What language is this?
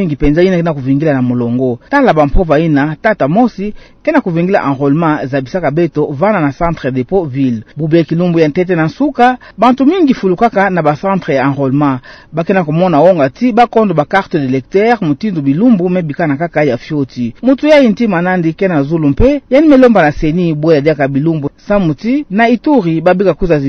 Kituba (Democratic Republic of Congo)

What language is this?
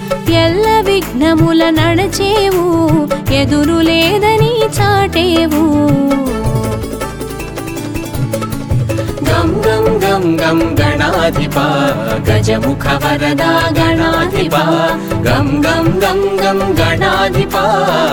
Telugu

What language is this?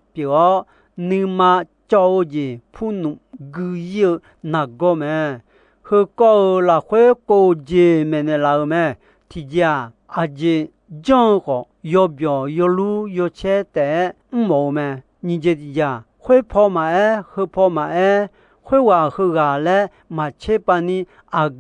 Akha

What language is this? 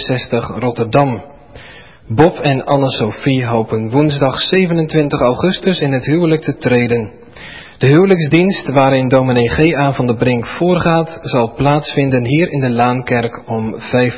Dutch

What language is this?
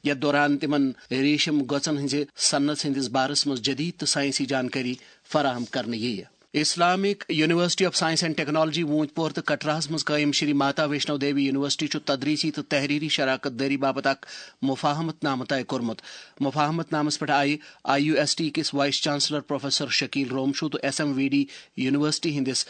Kashmiri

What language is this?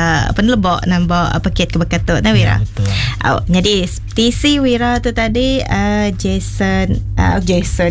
Iban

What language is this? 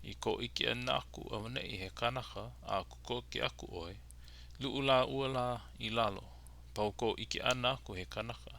Hawaiian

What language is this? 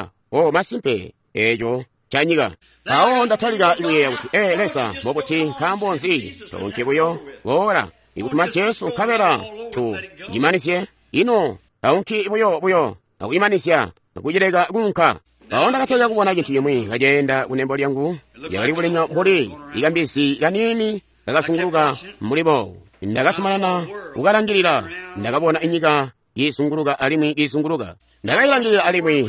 Tonga (Zambia)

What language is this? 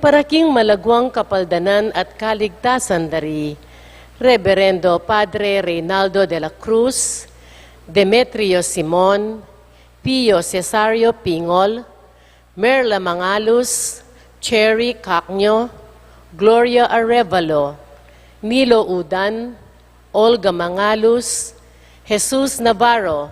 Pampanga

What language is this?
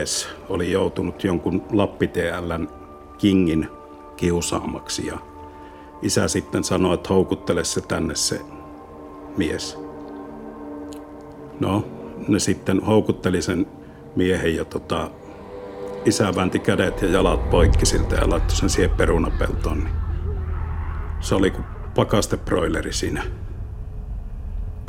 Finnish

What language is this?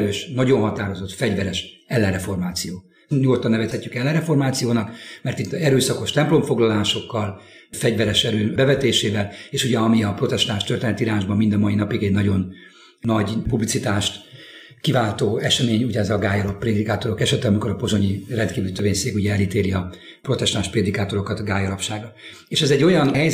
Hungarian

